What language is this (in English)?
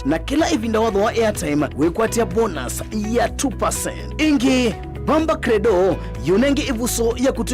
Kamba